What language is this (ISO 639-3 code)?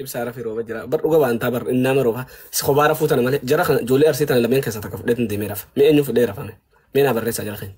orm